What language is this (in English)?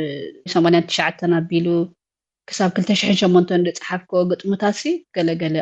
Tigrinya